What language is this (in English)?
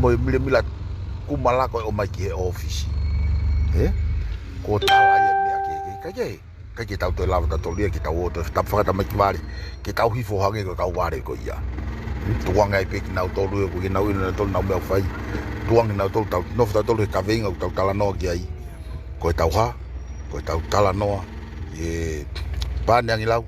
Tongan